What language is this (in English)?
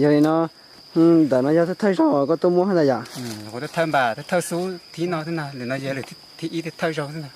Hmong